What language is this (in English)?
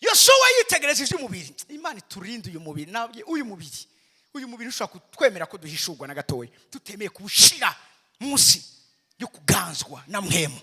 Rundi